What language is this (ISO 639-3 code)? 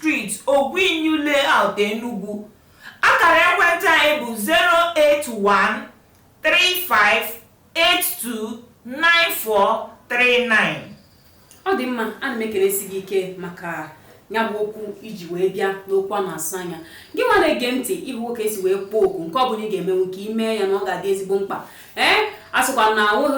ibo